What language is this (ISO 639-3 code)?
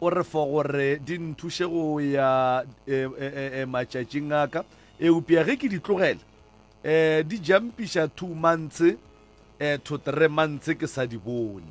nso